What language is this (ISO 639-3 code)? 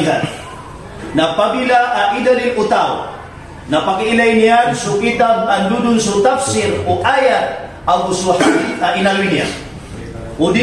mrw